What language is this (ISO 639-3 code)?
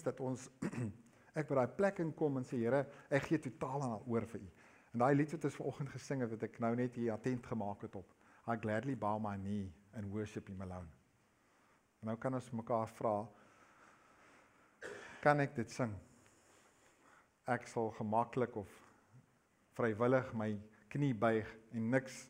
afr